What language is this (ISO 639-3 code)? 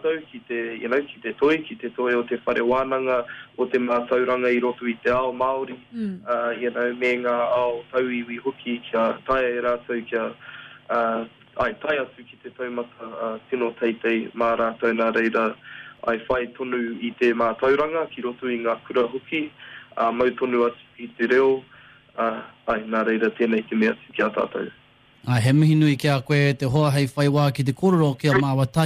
mri